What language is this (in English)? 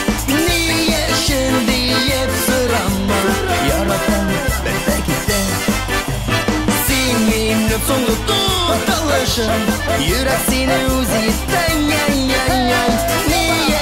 Tatar